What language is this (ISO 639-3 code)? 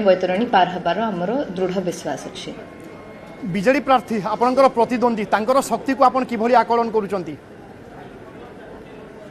ori